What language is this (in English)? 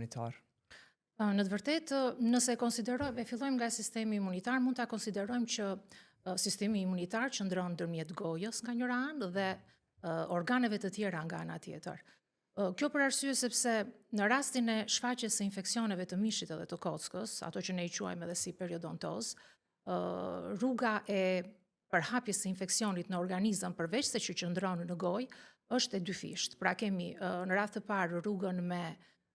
Albanian